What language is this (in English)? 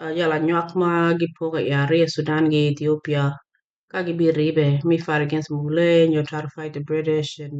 Acoli